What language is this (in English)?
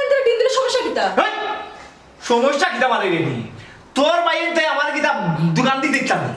Sylheti